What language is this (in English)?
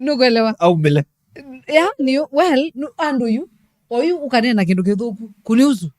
Kamba